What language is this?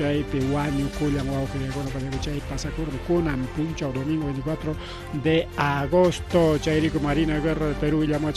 Ayacucho Quechua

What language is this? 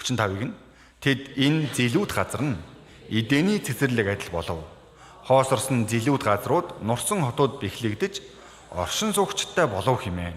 Mongolian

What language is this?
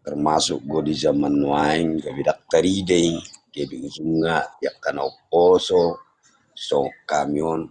Batak Toba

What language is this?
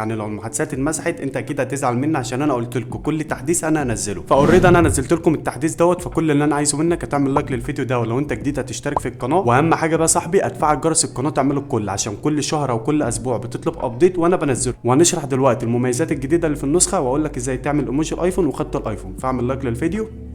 Egyptian Arabic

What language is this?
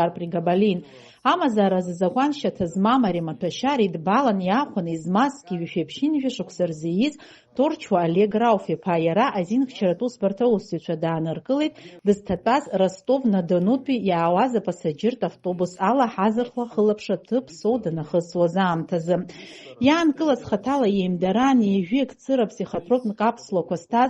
Abkhazian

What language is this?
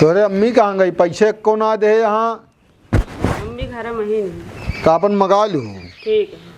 Awadhi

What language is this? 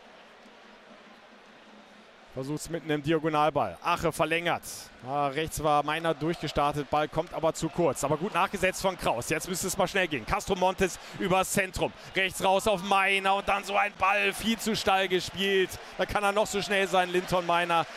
German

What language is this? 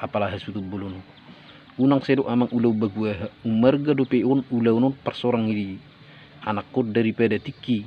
Batak Toba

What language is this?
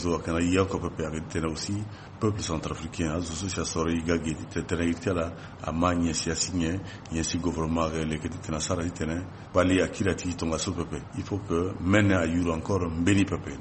Sango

